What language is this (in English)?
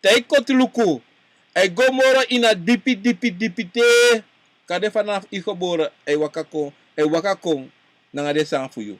Sranan Tongo